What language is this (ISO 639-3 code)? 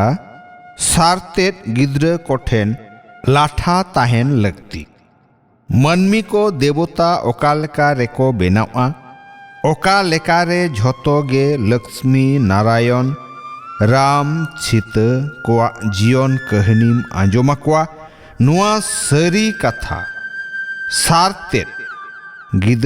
sat